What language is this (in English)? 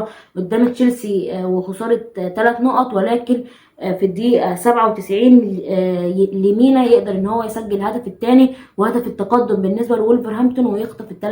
Egyptian Arabic